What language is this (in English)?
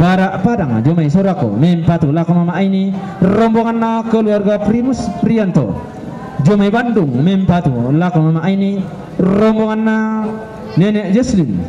Toraja-Sa'dan